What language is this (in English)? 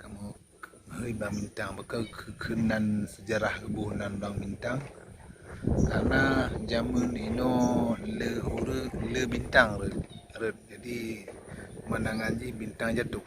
Achinese